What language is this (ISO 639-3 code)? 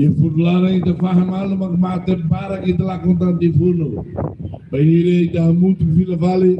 tet